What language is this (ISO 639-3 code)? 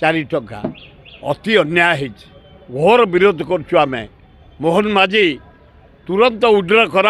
ori